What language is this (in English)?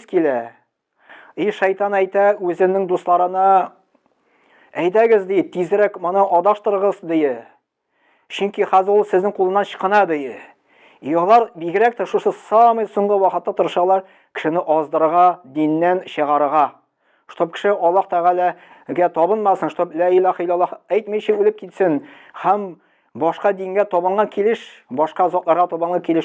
Tatar